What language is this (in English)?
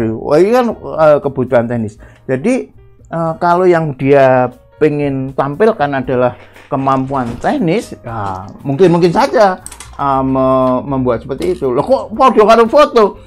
Indonesian